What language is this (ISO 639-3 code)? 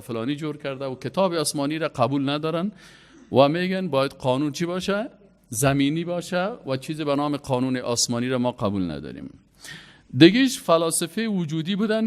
fas